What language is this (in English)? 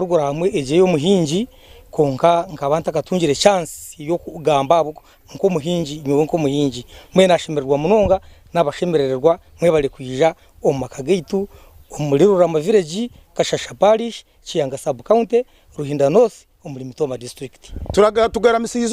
Nyankole